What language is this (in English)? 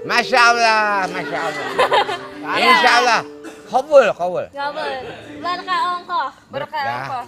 Betawi